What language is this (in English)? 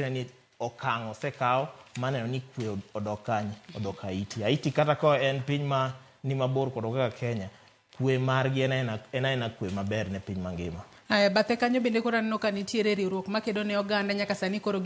Luo (Kenya and Tanzania)